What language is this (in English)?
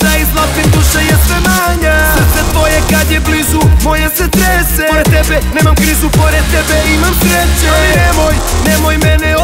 Serbian